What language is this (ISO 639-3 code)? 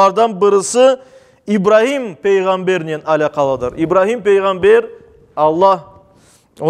crh